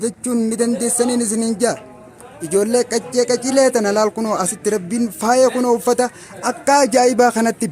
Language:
Oromo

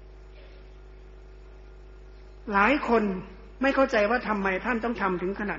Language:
Thai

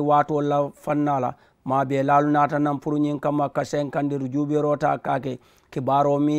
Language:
Mandingo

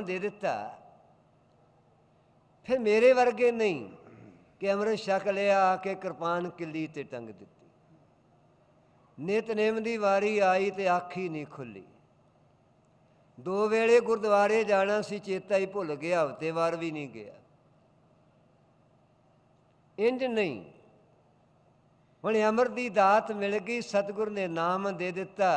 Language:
Punjabi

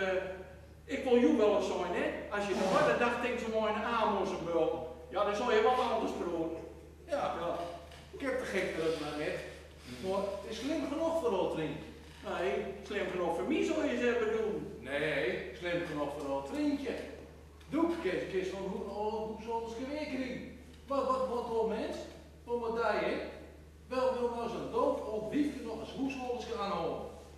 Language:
Gronings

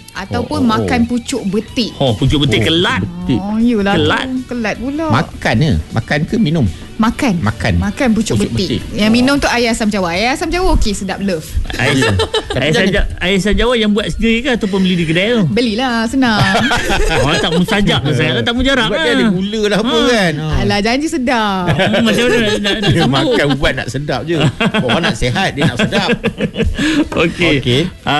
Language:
Malay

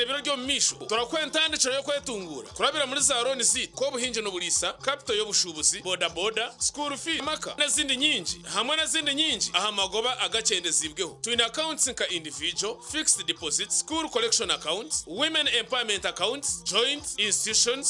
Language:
Nyankole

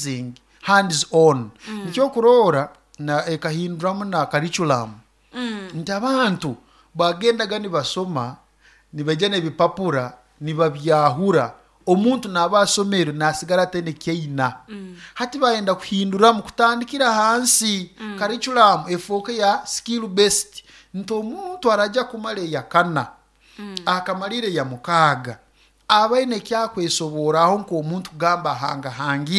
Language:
Nyoro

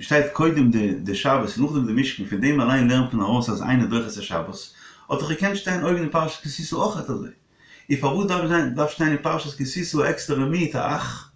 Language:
Yiddish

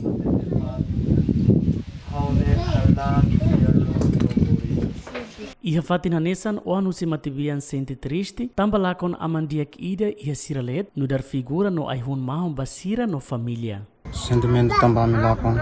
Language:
Tetum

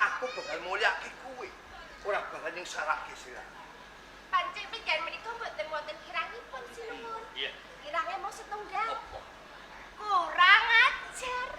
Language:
Javanese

